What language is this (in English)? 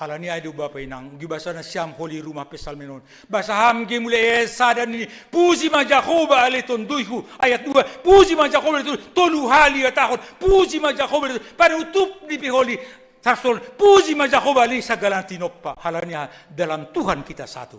Batak Simalungun